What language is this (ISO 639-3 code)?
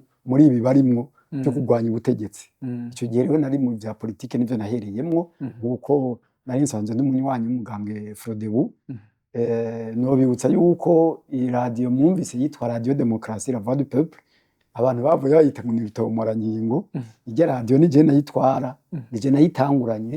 run